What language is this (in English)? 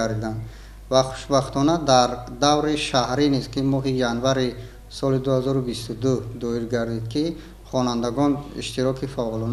Tajik